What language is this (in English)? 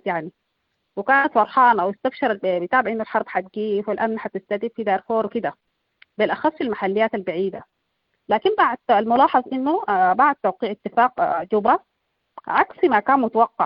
Sudanese Arabic